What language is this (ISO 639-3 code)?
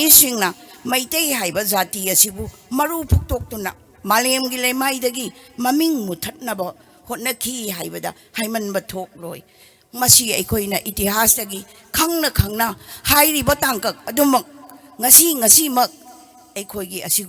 mni